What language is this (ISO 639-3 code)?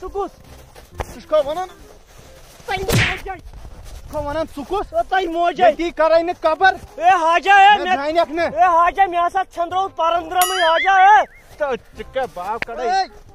kas